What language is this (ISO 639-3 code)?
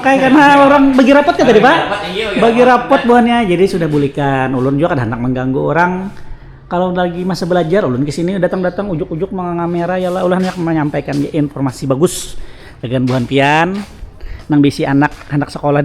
bjn